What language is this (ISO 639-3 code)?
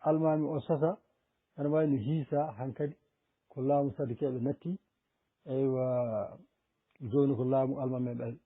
ful